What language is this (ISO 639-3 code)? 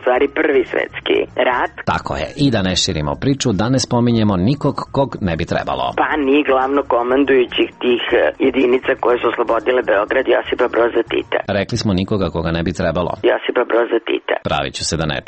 srp